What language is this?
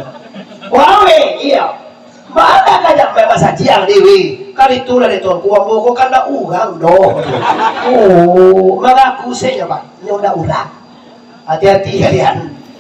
Minangkabau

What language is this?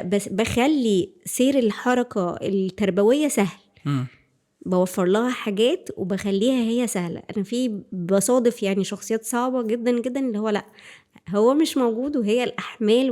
Egyptian Arabic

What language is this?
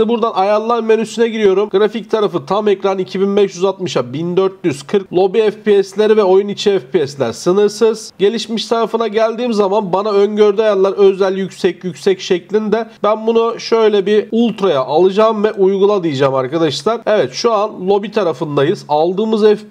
Turkish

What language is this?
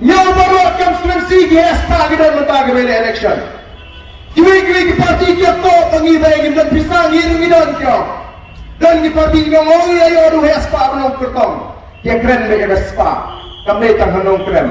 Khasi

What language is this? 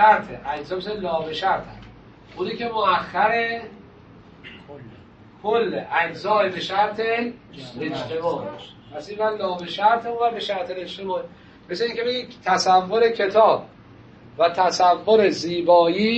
Persian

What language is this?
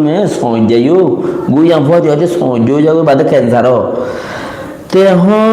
Rohingya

